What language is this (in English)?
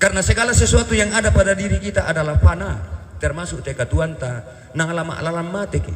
Toraja-Sa'dan